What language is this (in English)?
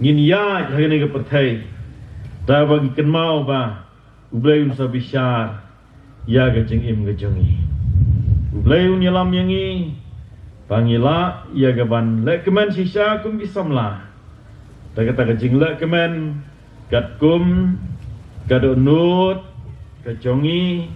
Khasi